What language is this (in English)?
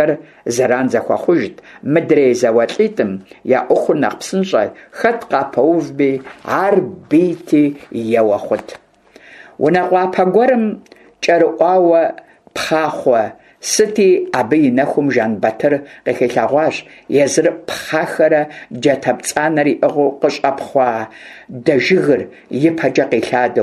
Kabardian